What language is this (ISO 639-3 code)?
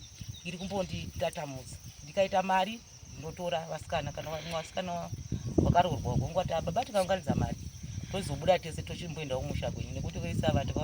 sna